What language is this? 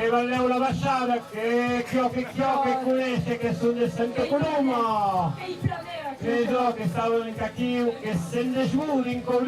Occitan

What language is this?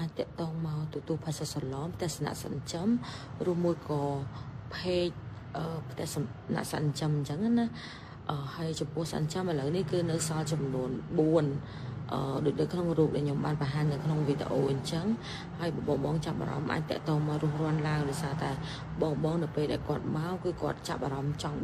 Khmer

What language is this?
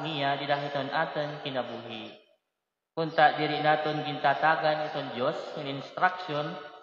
Waray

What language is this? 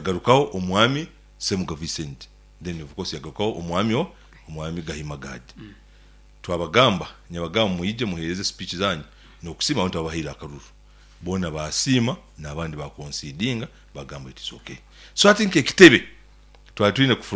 Nyankole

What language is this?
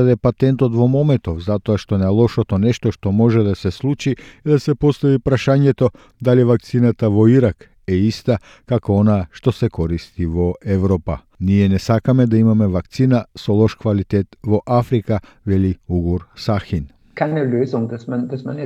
Macedonian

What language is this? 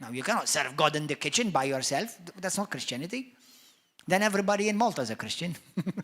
English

